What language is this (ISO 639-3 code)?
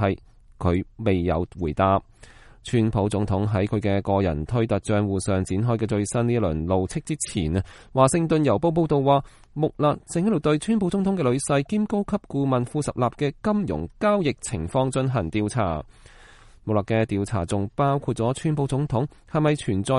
yue